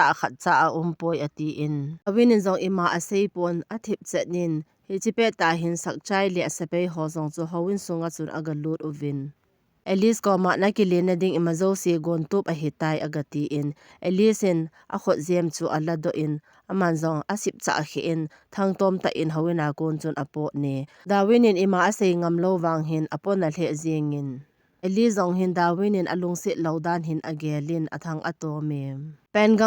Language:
Thado Chin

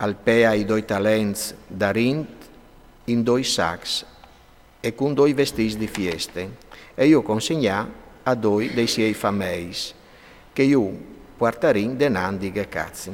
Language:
Friulian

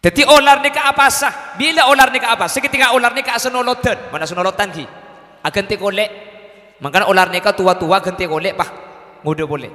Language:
Madurese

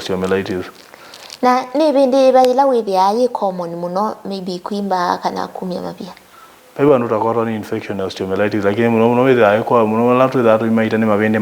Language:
Kamba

